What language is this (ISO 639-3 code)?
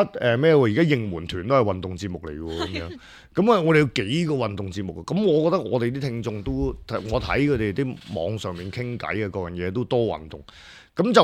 yue